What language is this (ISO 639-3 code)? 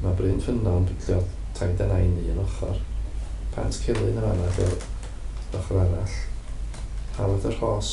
cym